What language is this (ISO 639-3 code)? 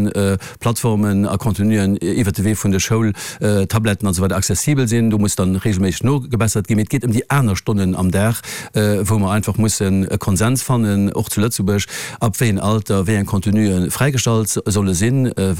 ltz